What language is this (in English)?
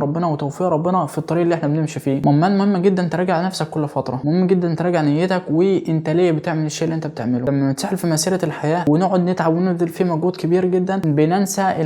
Egyptian Arabic